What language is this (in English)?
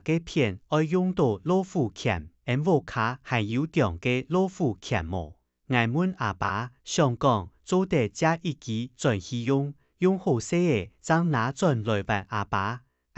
Hakka Chinese